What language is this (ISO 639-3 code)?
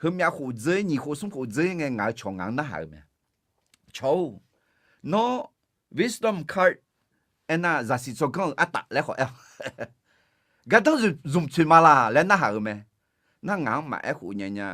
ahk